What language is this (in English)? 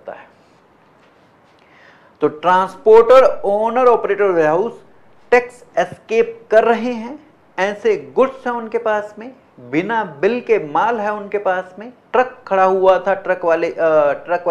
Hindi